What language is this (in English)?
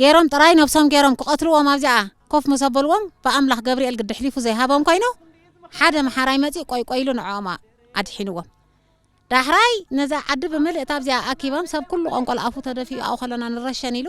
Tigrinya